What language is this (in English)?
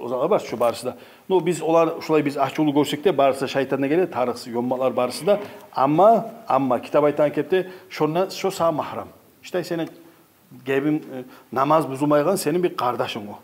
Kumyk